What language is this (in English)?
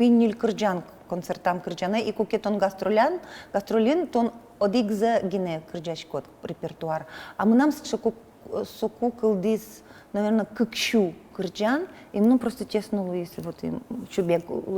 Udmurt